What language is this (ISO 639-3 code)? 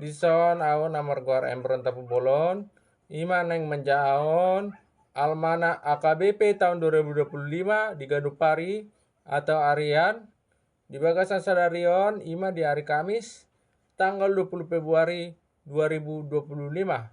bbc